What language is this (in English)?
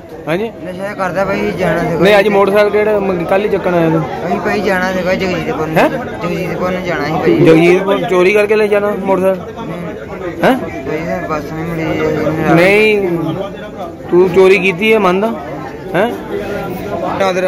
Punjabi